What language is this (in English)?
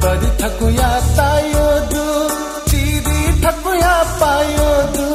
Newari